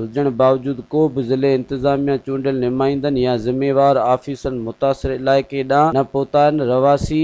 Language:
Sindhi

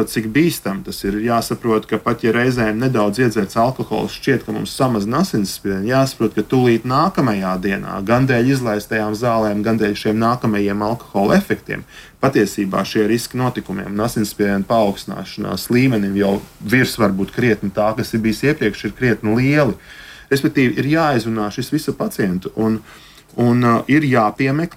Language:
Latvian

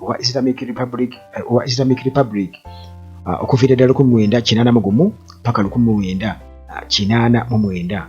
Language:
Ganda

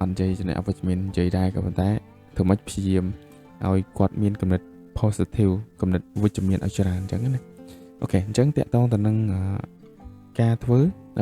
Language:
Khmer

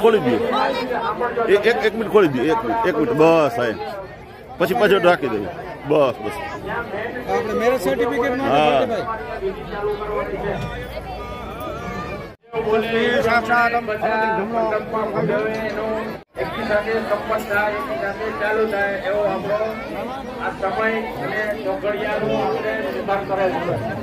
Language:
Gujarati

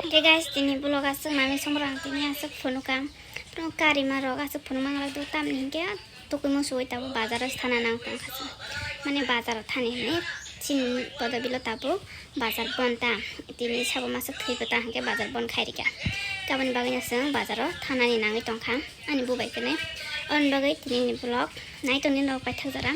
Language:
Kok Borok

